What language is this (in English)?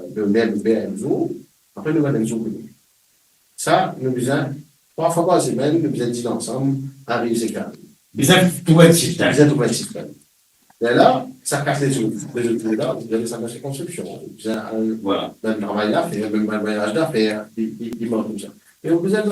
Morisyen